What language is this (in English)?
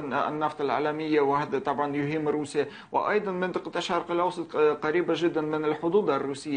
Arabic